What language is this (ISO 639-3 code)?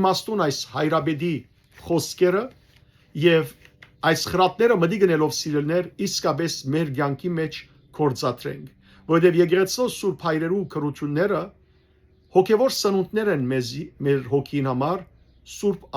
hyw